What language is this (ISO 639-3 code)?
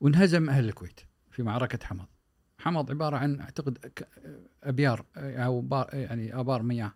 afb